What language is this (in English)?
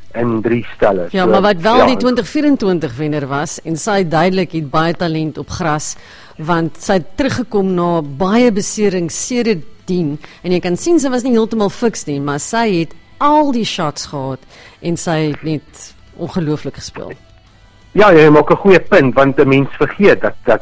Afrikaans